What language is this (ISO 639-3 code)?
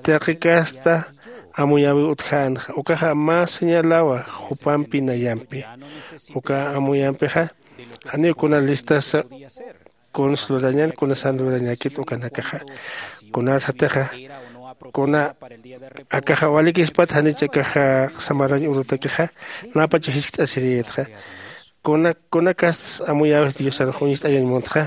aym